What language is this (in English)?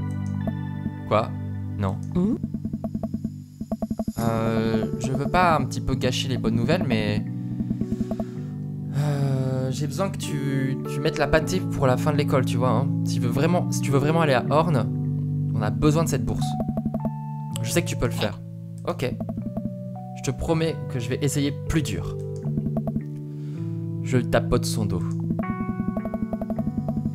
French